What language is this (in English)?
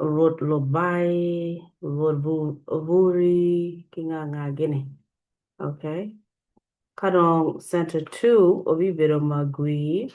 Acoli